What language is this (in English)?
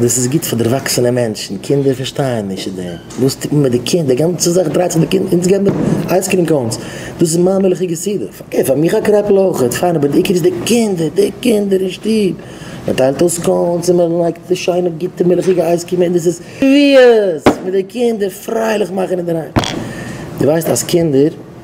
Yiddish